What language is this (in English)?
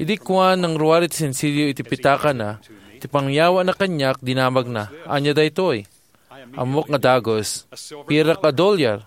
Iloko